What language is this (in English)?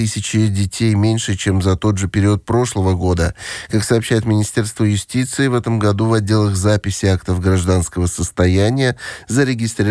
Russian